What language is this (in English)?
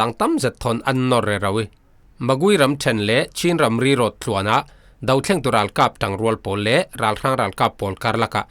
Falam Chin